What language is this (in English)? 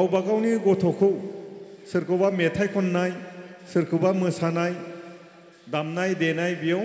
Bodo